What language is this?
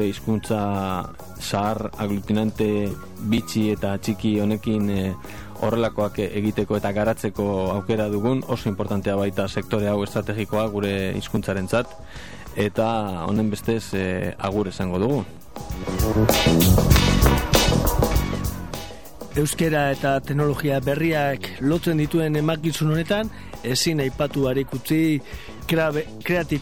Basque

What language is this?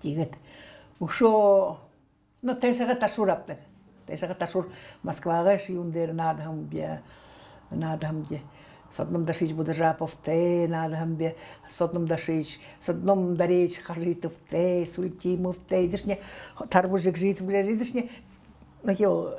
Buriat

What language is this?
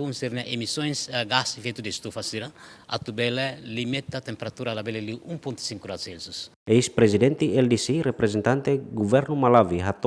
Tetum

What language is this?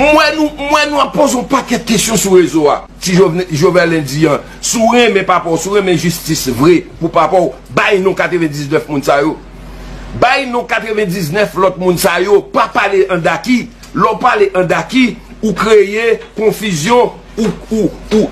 Haitian Creole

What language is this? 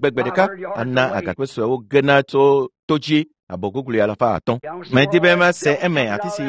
Ewe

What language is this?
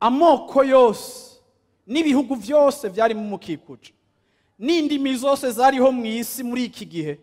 Rundi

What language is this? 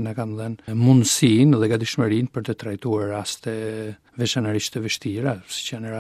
Albanian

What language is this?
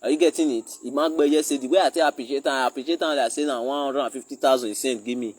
Nigerian Pidgin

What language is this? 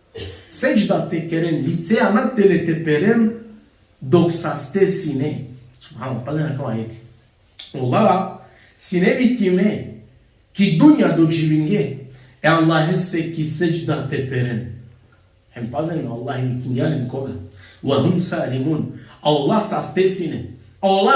Balkan Romani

